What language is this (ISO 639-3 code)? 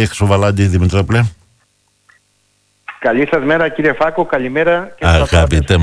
ell